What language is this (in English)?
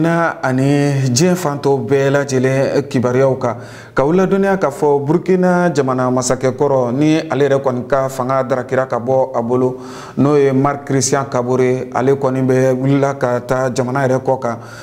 Bambara